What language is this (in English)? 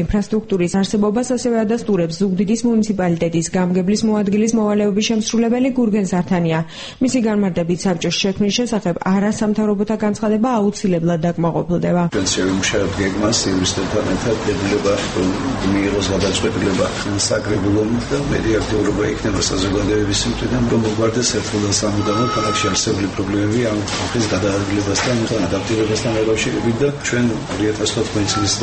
Georgian